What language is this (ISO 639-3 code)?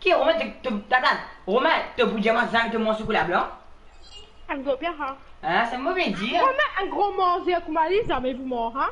mfe